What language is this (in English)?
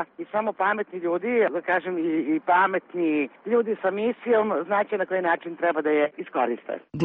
Serbian